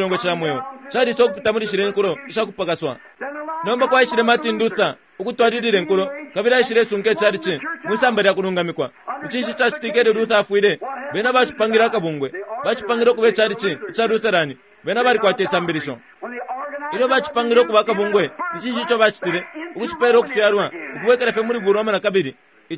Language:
Bemba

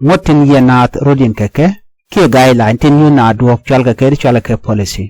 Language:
Nuer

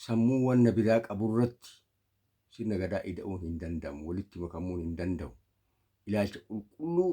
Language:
Oromo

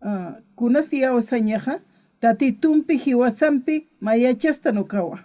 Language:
Aymara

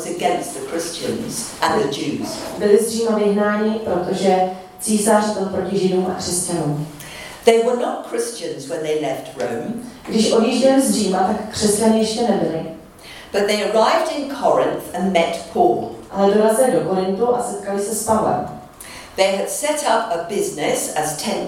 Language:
Czech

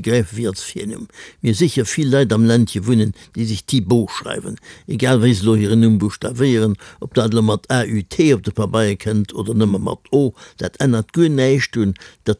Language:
Luxembourgish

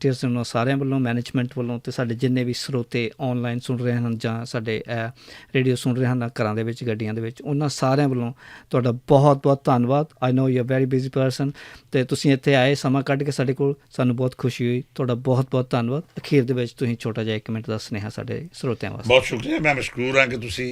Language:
Western Panjabi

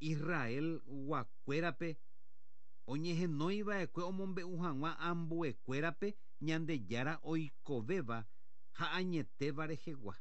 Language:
Guarani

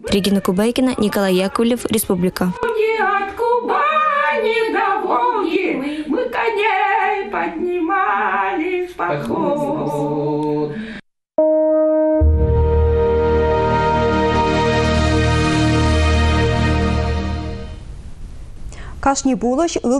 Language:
Chuvash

